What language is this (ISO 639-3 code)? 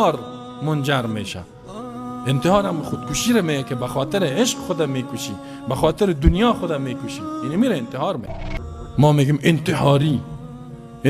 fas